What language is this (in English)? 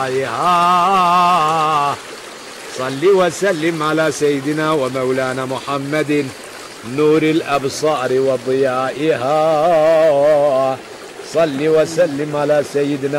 Zaza